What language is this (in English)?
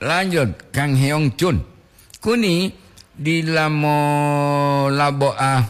Gorontalo